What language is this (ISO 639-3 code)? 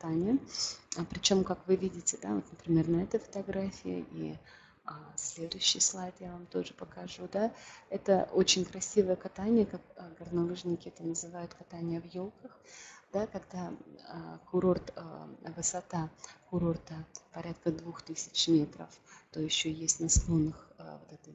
rus